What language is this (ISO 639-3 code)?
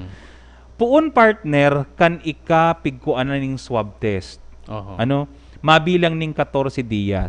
bik